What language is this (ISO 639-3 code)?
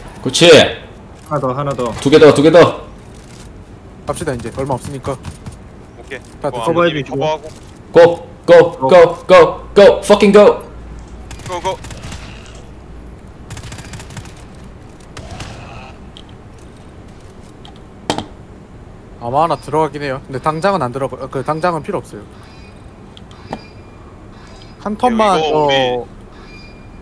kor